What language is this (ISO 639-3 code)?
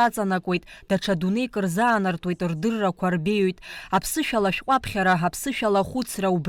abk